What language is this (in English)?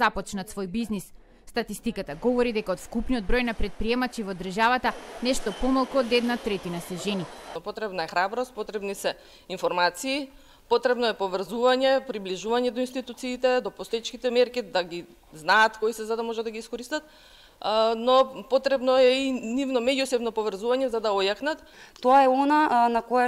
Macedonian